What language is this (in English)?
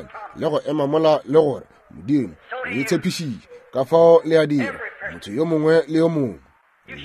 Northern Sotho